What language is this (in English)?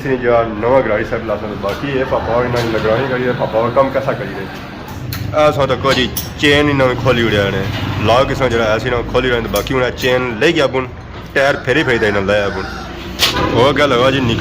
Pahari-Potwari